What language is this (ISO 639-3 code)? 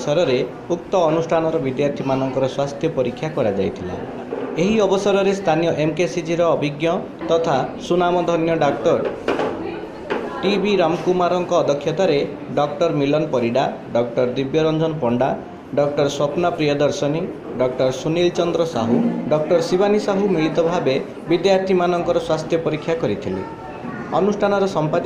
ori